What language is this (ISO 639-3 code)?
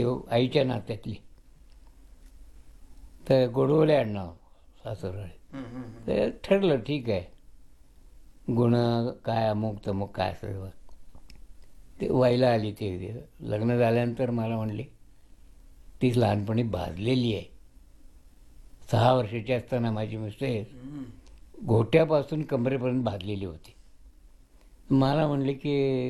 mar